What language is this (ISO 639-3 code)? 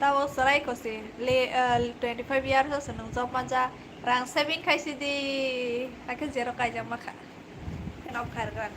trp